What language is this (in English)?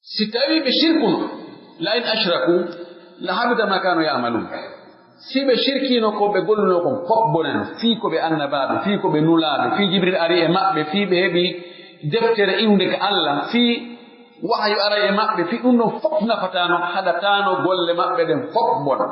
Pular